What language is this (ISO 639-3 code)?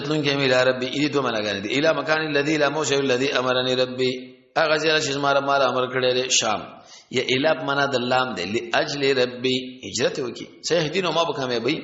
pus